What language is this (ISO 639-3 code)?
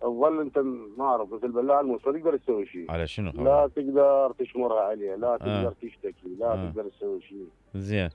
acm